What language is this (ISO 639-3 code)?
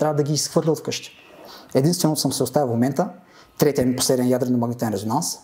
bul